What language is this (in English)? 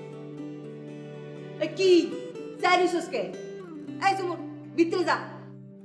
Bangla